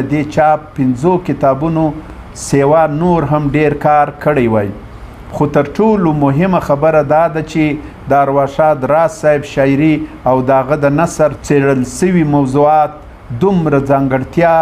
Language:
Pashto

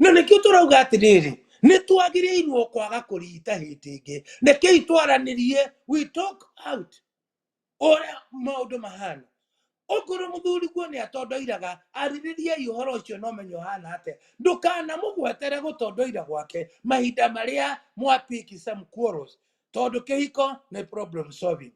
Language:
Kikuyu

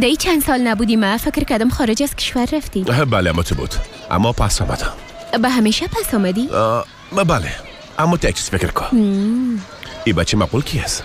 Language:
Persian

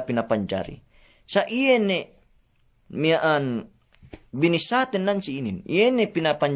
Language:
Yakan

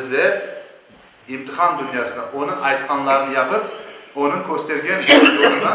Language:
Crimean Tatar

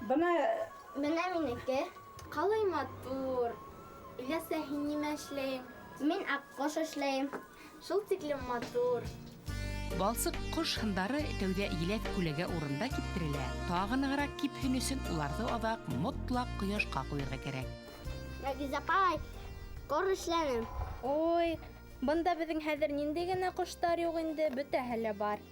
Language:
Bashkir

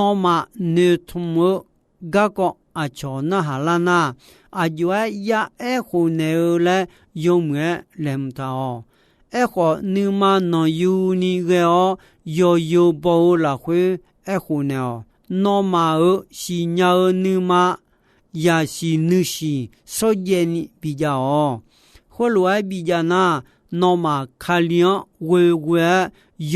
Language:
Akha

